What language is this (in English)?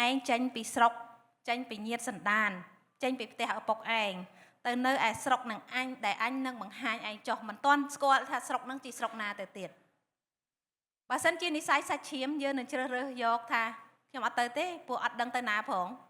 Khmer